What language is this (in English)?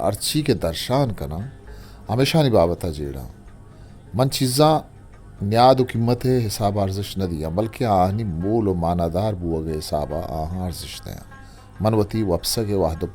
Eastern Balochi